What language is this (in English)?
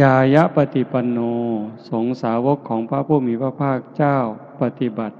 Northeastern Thai